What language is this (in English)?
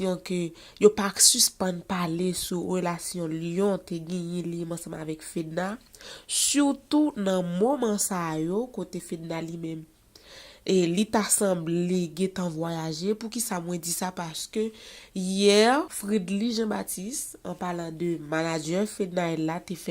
Haitian Creole